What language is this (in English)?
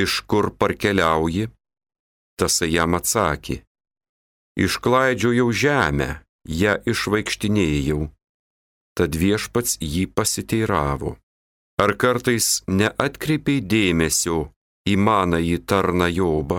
Lithuanian